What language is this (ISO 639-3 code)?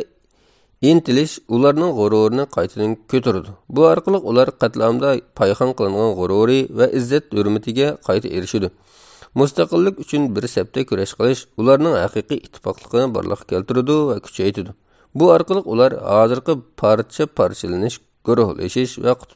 uig